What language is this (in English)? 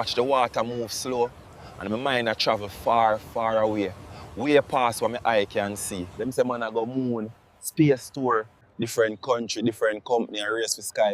Jamaican Creole English